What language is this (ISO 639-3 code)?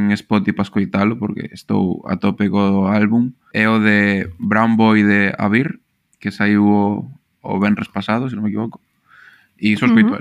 glg